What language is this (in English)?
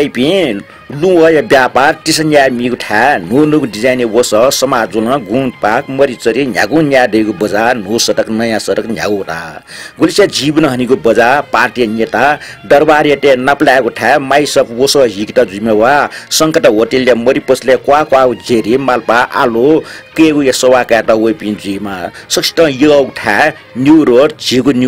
Newari